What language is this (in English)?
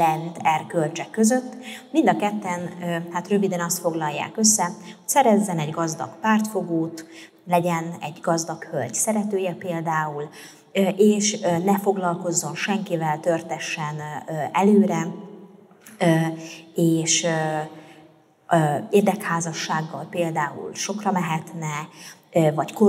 Hungarian